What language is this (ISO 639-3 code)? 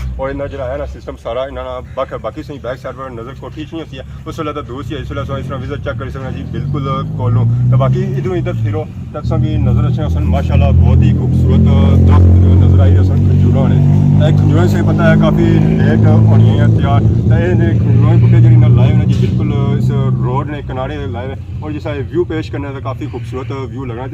phr